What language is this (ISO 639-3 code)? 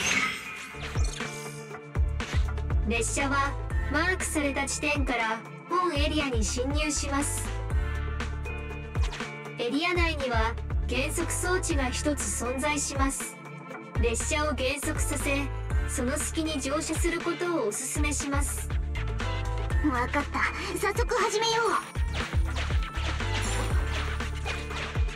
jpn